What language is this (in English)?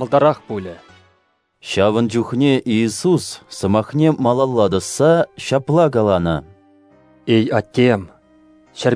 Chuvash